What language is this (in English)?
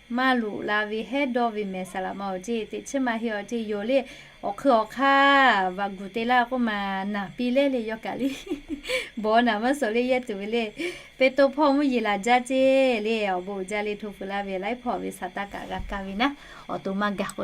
Lahu